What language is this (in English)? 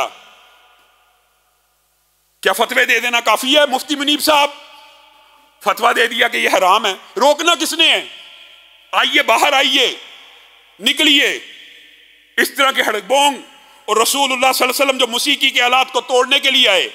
Urdu